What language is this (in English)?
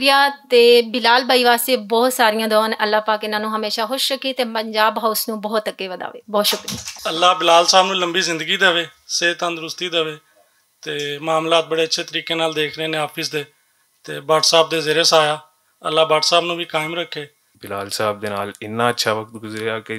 Western Panjabi